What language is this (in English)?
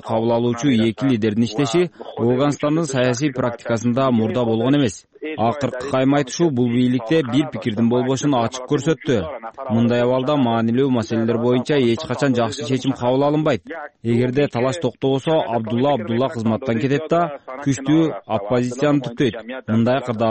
Kyrgyz